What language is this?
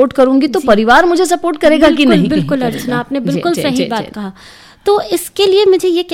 Hindi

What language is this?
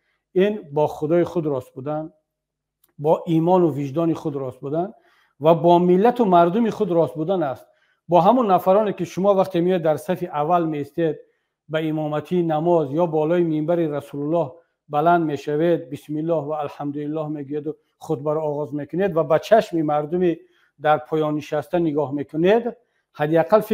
Tajik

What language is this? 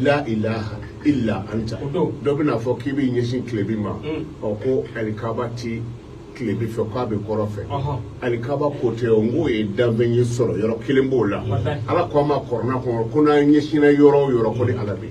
Bambara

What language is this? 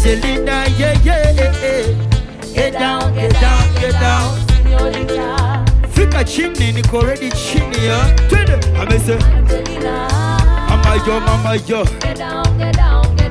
Swahili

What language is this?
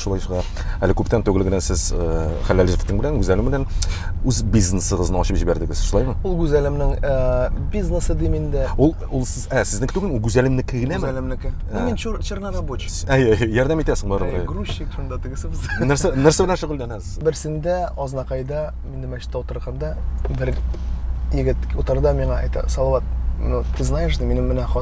Tatar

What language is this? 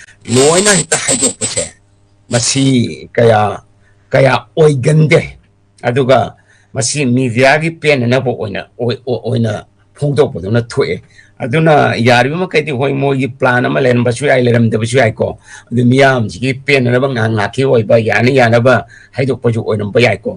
Manipuri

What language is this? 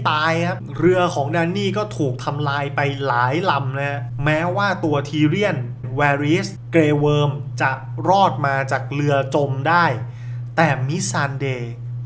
Thai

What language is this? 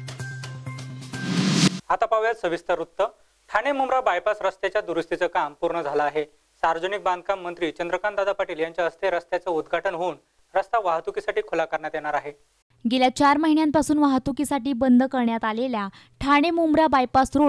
Marathi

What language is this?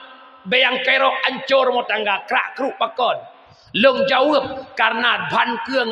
Achinese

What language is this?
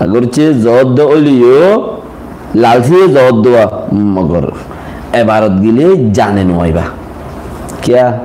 Rohingya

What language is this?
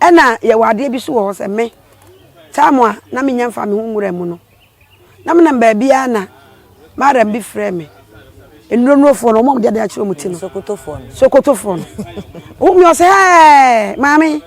Akan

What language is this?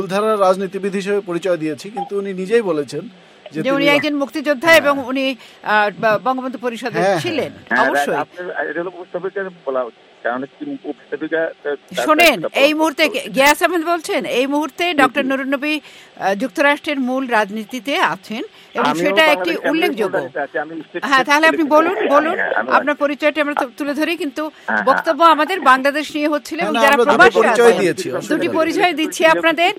Bangla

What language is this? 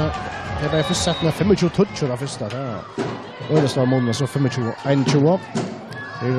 Faroese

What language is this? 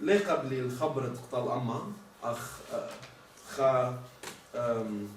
Assyrian Neo-Aramaic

